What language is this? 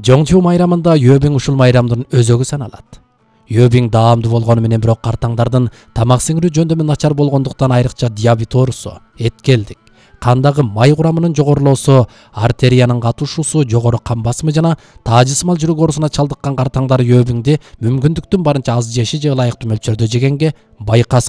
Kyrgyz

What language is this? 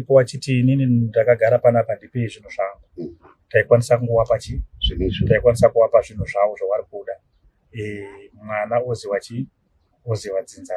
Shona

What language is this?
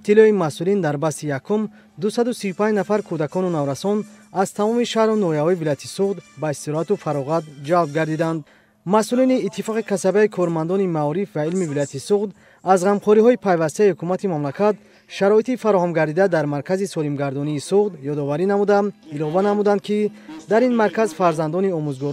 Tajik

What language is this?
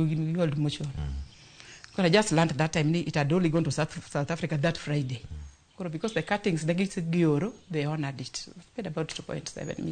Luo (Kenya and Tanzania)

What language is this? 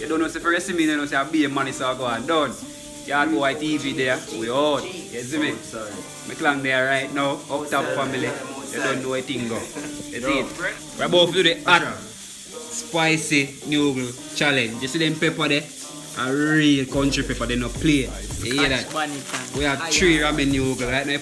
Jamaican Creole English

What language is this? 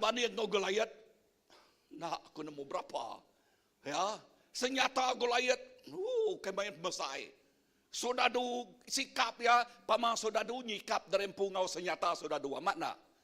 Iban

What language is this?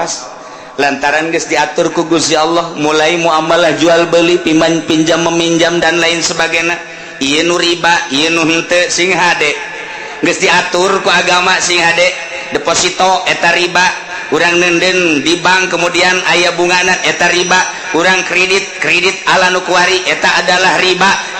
Sundanese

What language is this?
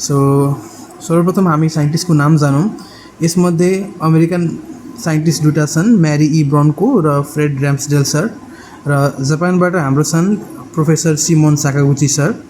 Nepali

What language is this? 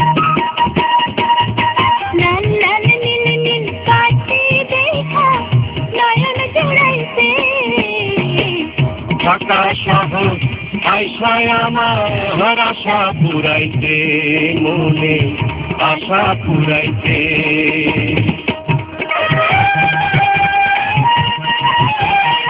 Bangla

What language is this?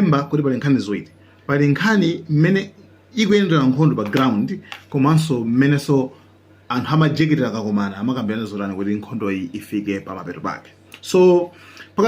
Nyanja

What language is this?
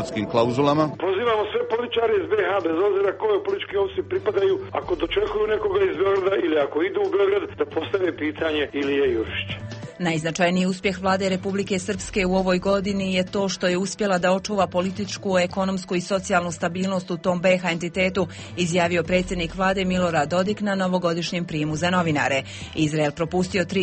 Serbian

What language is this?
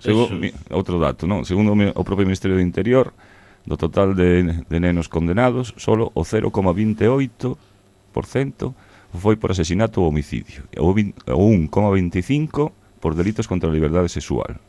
Galician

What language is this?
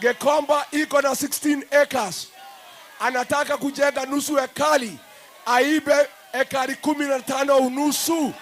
Gusii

